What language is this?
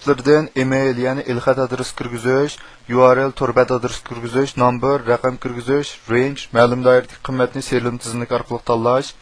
Uyghur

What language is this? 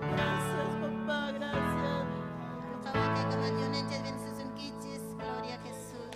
Ayacucho Quechua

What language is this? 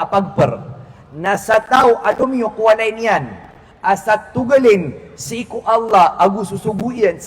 Maranao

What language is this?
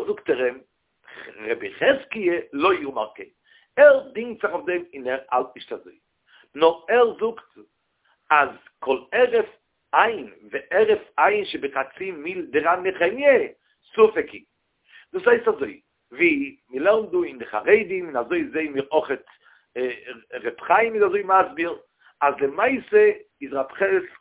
Yiddish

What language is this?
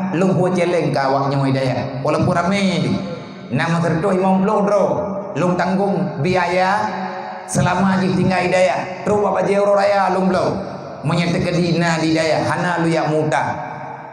Achinese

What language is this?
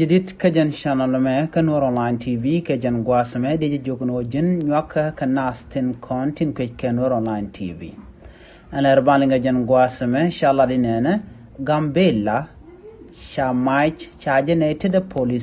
Nuer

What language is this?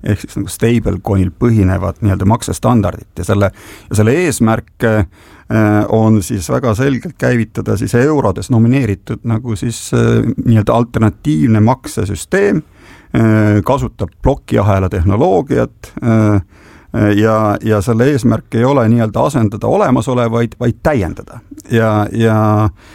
Estonian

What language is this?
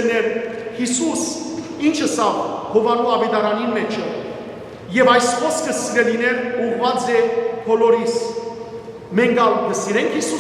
Western Armenian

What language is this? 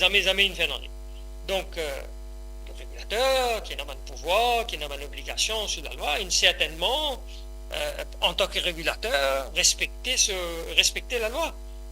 Morisyen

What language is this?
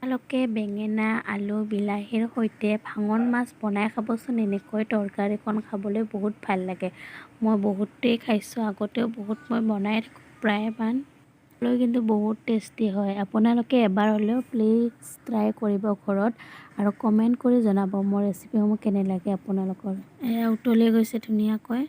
Assamese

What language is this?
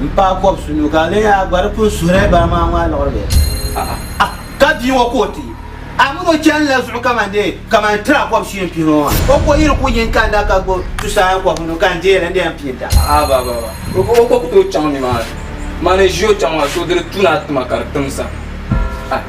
Dagbani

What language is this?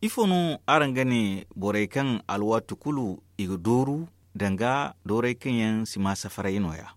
Zarma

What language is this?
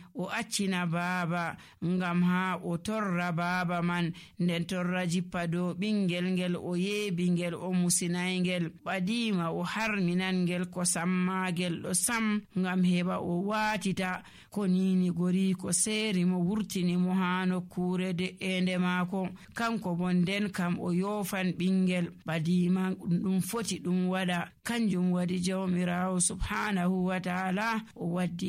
Nigerian Fulfulde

